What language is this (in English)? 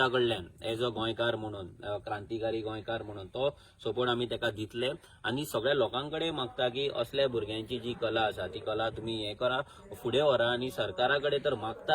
Konkani